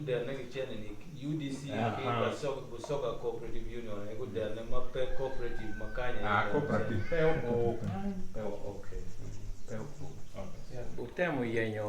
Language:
Acoli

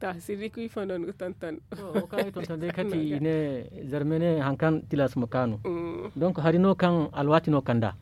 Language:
Zarma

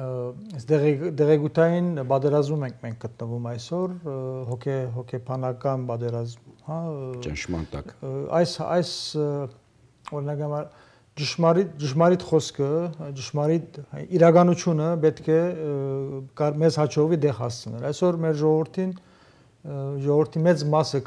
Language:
Armenian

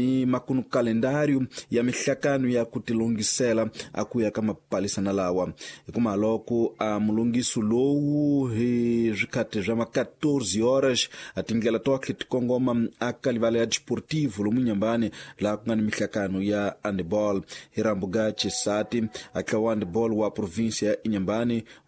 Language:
Tsonga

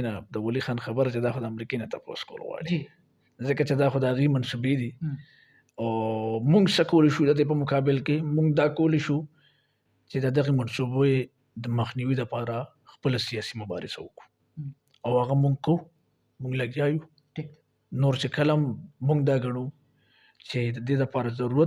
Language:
Pashto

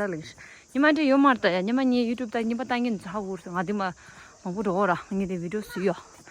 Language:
Tibetan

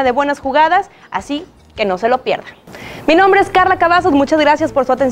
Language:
Spanish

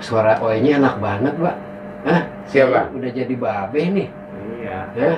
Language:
Betawi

